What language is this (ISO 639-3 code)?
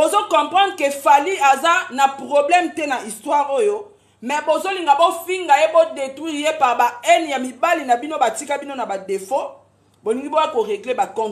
lin